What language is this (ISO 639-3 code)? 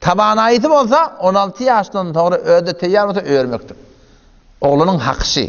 tuk